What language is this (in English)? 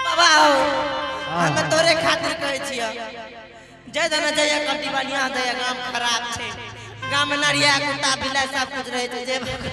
Angika